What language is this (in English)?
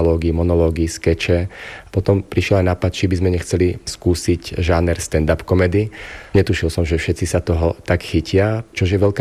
Slovak